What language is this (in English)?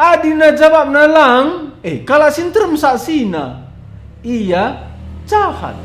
Batak Karo